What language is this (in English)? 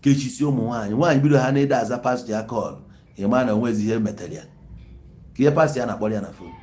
Igbo